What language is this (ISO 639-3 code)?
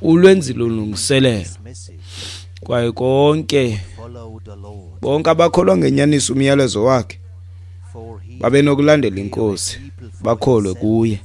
xho